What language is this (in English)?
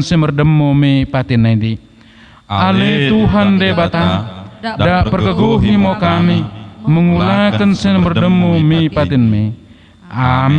Batak Dairi